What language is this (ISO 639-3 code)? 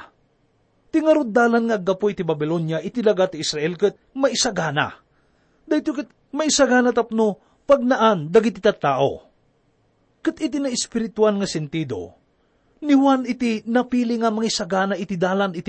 ilo